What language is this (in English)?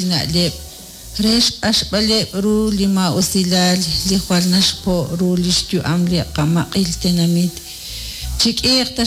Kekchí